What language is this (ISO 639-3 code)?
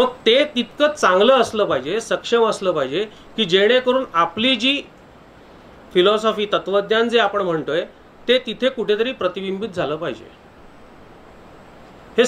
mar